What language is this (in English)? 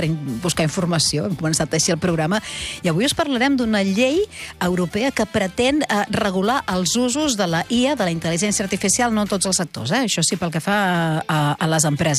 Catalan